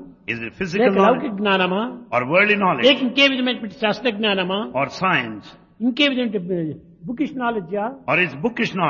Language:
Telugu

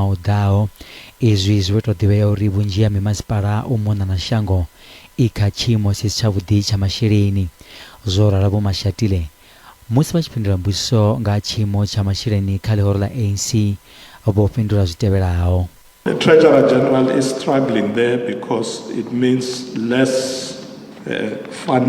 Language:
Venda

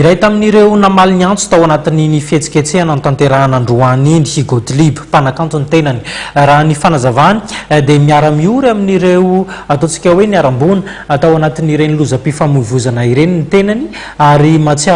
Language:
Malagasy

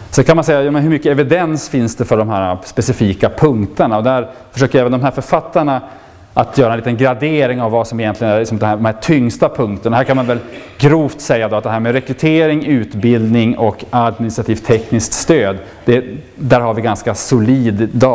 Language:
Swedish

